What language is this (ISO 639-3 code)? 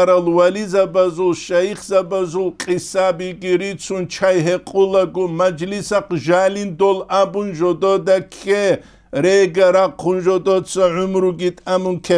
ava